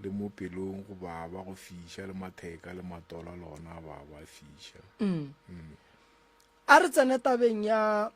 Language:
Northern Sotho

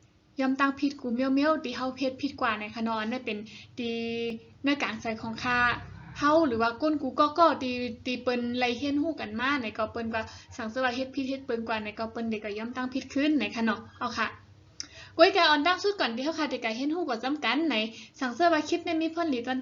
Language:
Shan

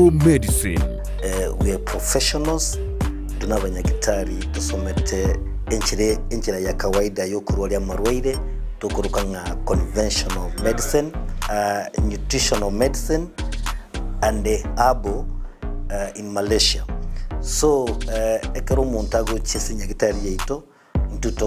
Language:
Gusii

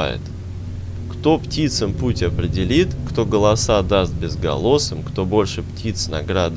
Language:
Russian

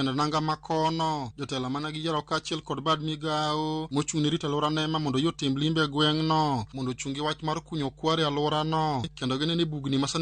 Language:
Luo (Kenya and Tanzania)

